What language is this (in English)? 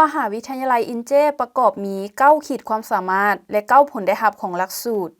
Lao